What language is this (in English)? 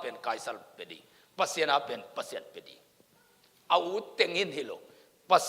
Tedim Chin